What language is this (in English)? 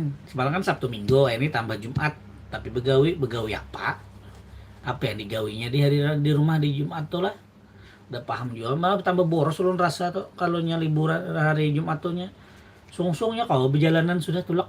Banjar